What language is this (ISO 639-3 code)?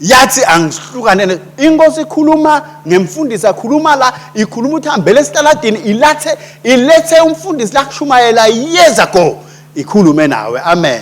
ssw